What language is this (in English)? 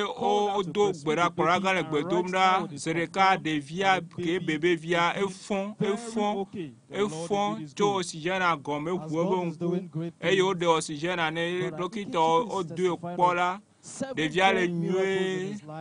Ewe